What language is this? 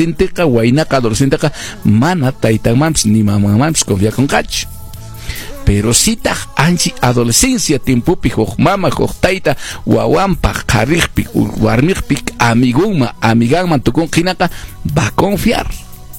Quechua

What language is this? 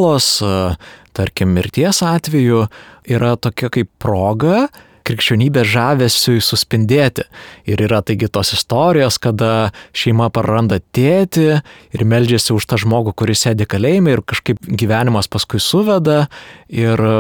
Lithuanian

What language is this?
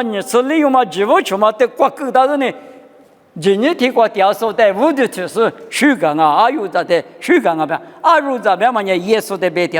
Lisu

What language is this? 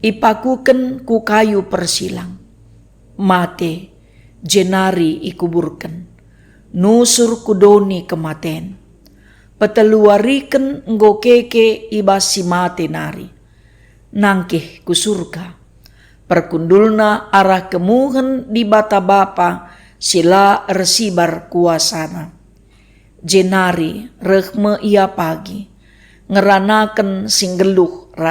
Batak Karo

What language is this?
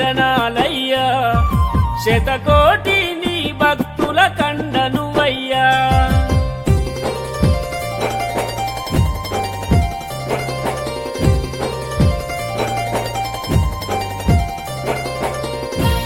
Telugu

